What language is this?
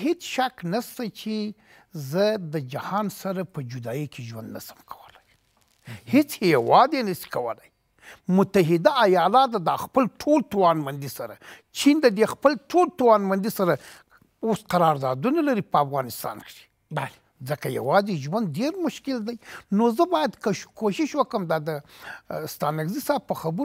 Pashto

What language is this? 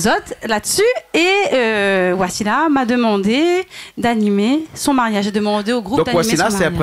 Réunion Creole French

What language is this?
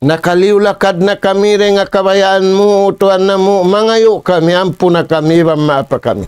Tausug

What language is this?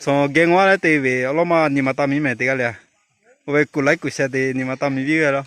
Lahu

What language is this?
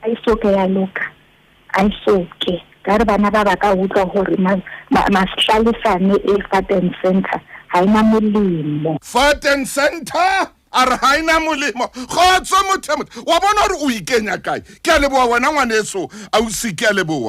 Southern Sotho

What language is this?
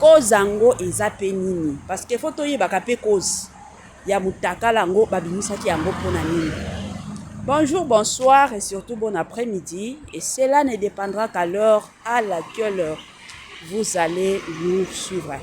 Lingala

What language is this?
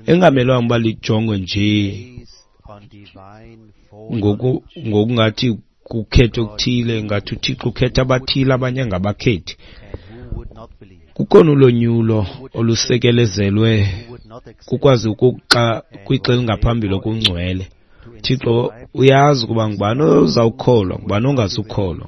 Xhosa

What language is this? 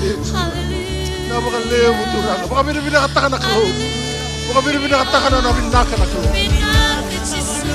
Fijian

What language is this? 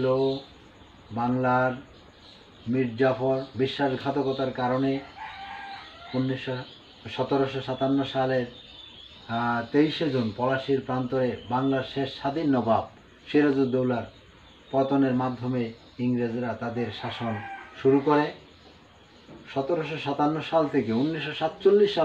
Bangla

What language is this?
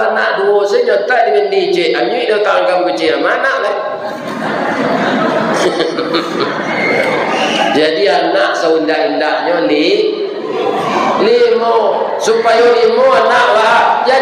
Minangkabau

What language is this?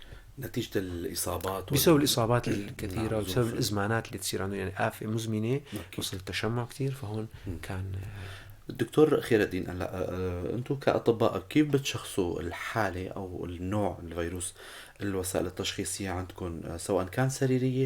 North Levantine Arabic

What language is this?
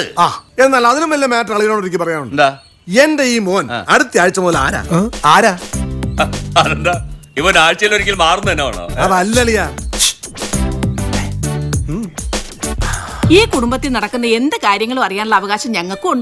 Malayalam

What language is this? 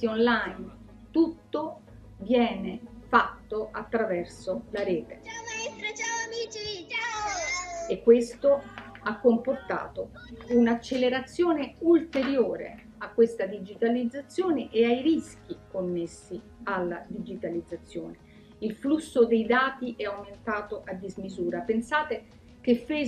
Italian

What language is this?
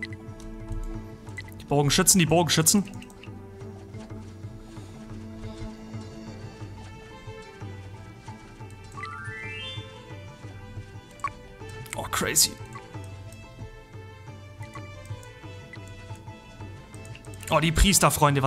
German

